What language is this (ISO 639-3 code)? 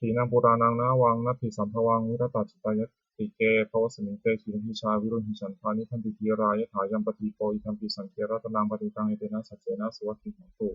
pli